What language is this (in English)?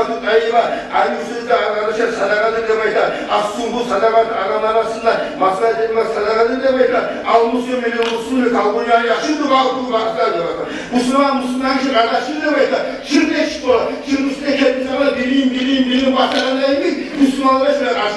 Kumyk